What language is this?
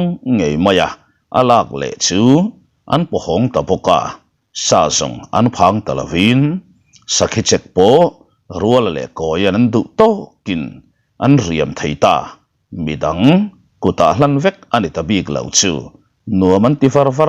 Mizo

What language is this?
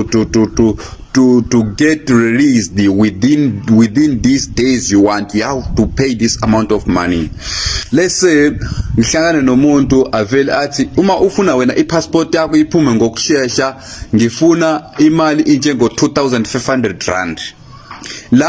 Zulu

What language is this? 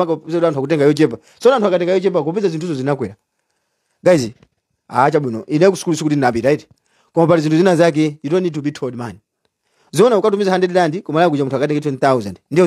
Nyanja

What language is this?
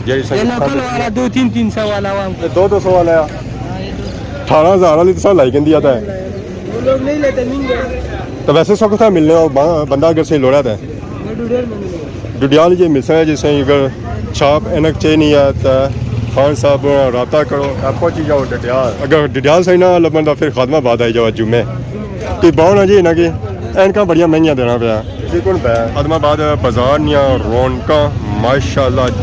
Pahari-Potwari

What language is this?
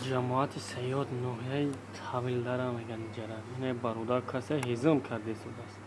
Tajik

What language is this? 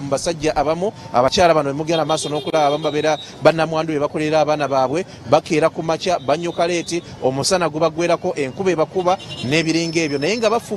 Ganda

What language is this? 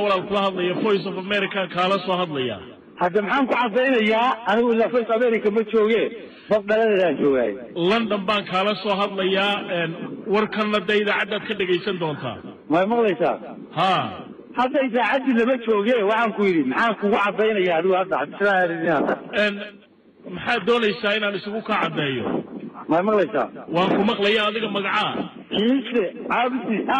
Somali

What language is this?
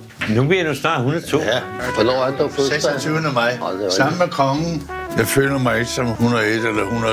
Danish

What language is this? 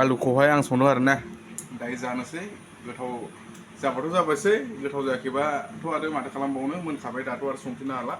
Bodo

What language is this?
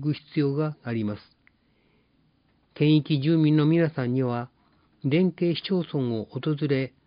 Japanese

